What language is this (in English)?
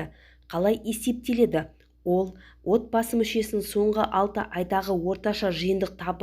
Kazakh